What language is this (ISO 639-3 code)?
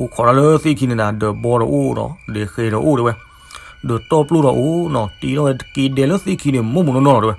ksw